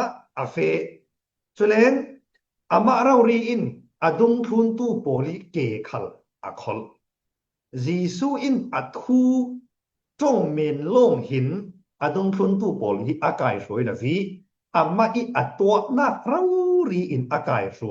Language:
Falam Chin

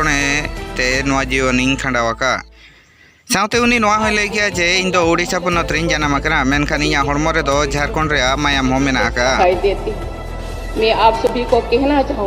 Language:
Santali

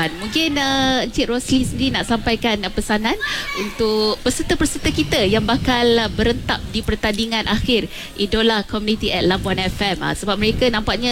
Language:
Malay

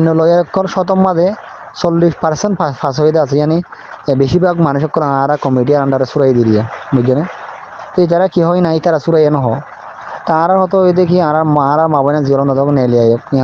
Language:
Rohingya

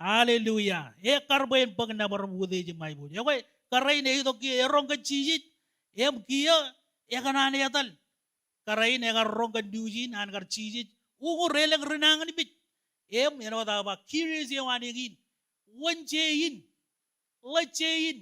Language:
Marshallese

